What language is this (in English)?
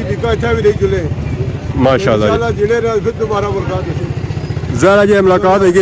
Pahari-Potwari